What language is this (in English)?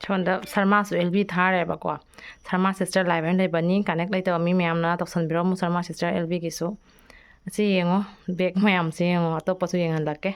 Manipuri